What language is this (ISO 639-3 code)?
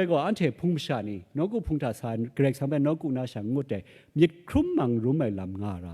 kac